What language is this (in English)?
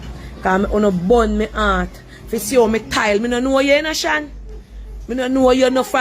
Jamaican Creole English